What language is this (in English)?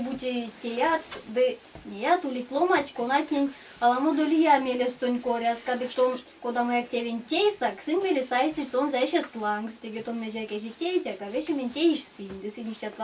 Erzya